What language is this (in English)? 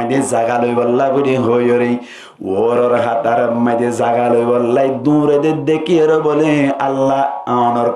Rohingya